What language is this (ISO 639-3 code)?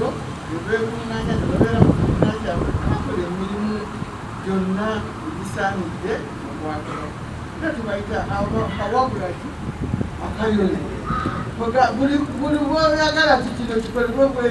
lug